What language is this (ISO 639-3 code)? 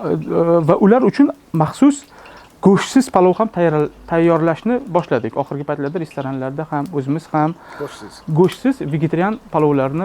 uzb